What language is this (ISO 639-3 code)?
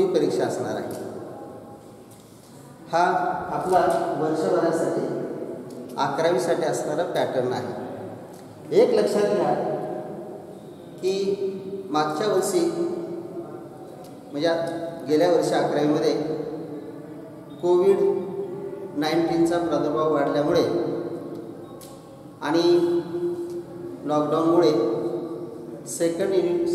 mar